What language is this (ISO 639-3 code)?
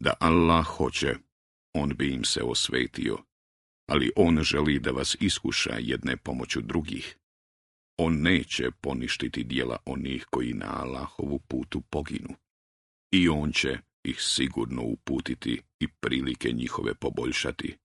bos